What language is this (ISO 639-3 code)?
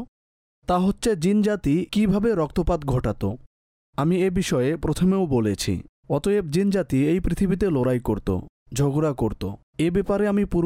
ben